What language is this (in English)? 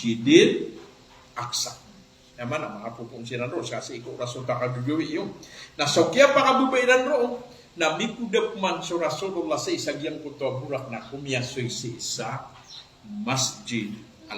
Maranao